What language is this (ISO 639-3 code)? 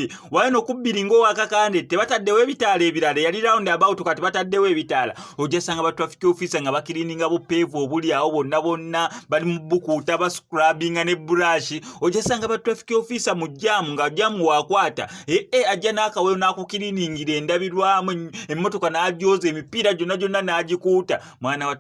lug